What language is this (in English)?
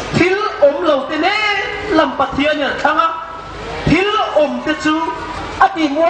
Hmar